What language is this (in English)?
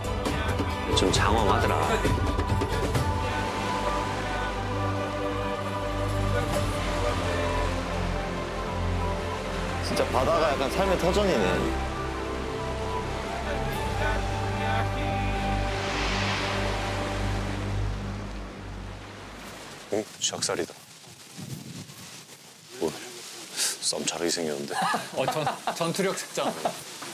Korean